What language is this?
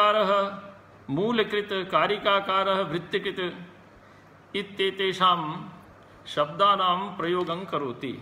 Sanskrit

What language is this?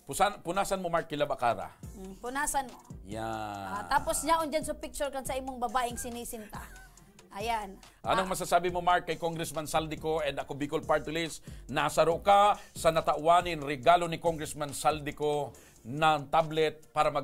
Bikol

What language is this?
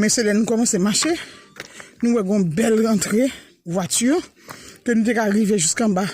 Haitian Creole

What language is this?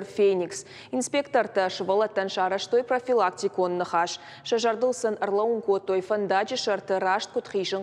Ossetic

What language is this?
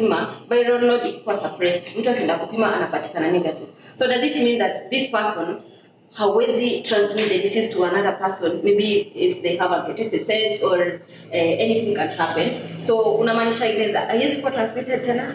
Swahili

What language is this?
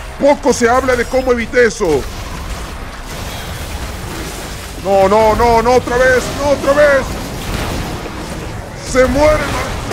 Spanish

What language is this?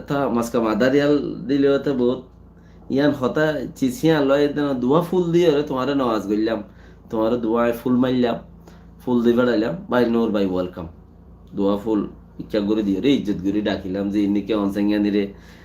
Rohingya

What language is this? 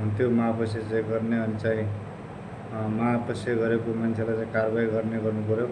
Nepali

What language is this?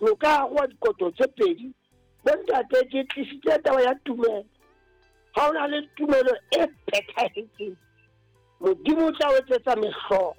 Southern Sotho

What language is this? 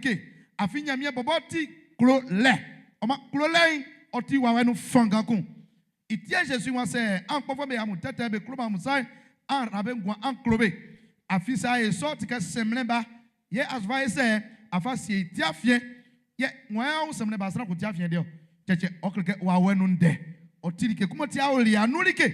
Baoulé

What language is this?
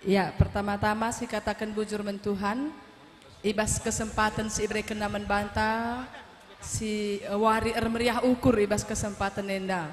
Batak Karo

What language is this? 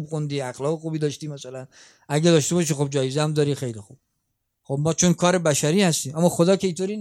Persian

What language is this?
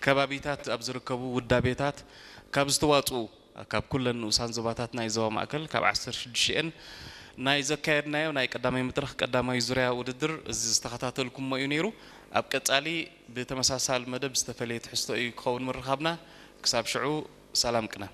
Tigrinya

